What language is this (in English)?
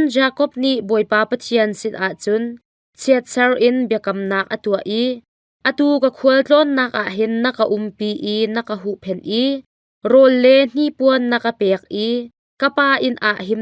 Hakha Chin